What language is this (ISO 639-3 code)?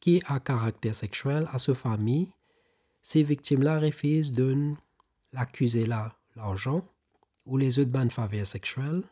mfe